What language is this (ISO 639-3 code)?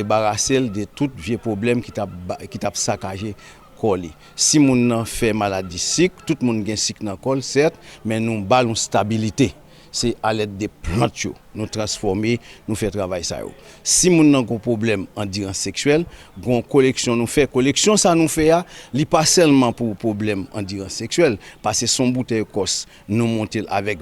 hat